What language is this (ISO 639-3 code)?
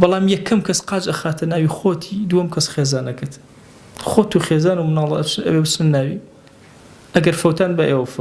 ckb